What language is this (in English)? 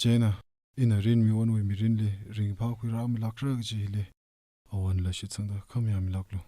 Tangkhul Naga (India)